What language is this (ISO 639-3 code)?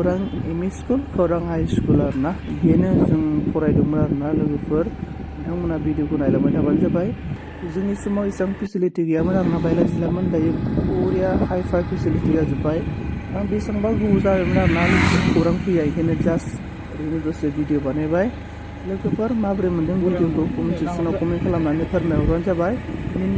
brx